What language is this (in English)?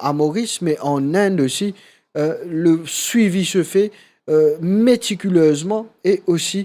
Morisyen